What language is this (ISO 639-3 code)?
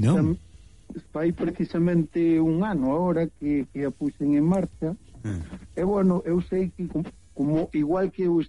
glg